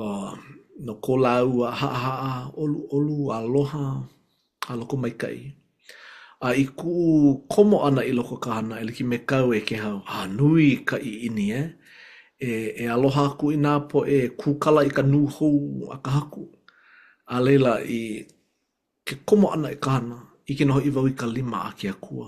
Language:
Hawaiian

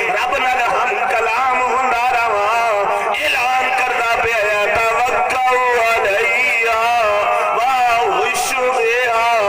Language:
Saraiki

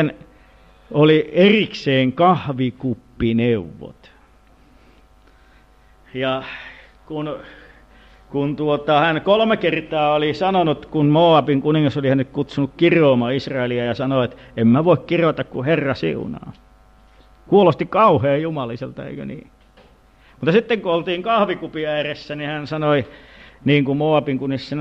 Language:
Finnish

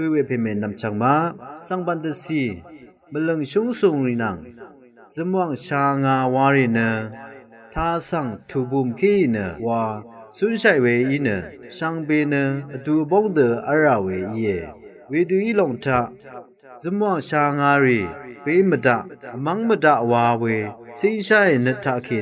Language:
Rawang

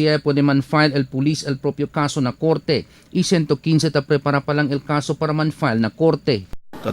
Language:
Chavacano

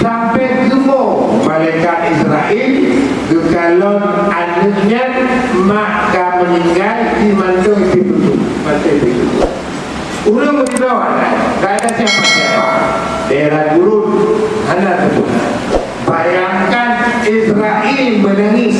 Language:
Achinese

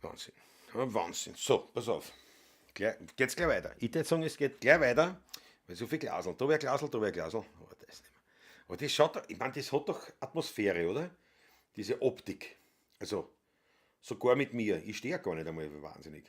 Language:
Bavarian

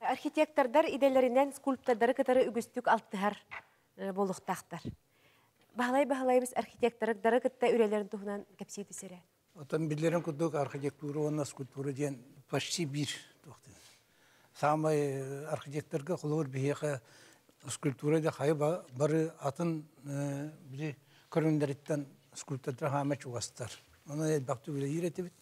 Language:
Yakut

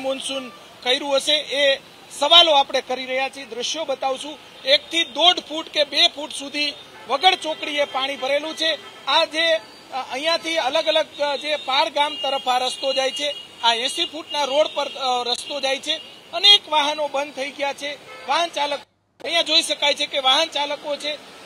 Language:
Gujarati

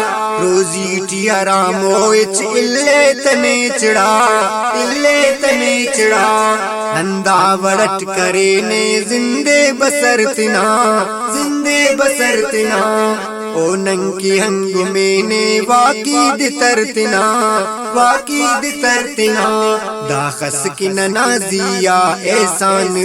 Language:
Brahui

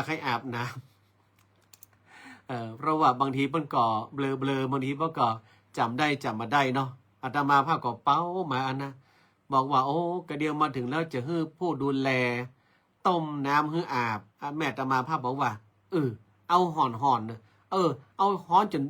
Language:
Northern Thai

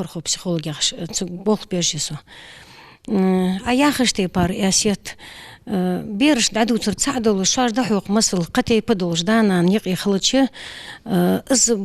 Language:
Ingush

